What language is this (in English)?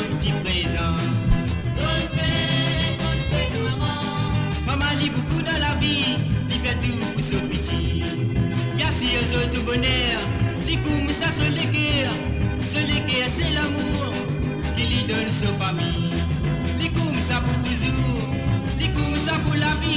Morisyen